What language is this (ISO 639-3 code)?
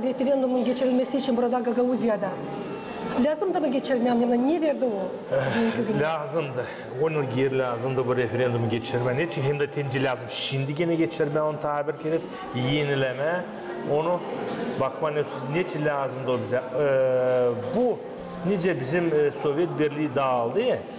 gag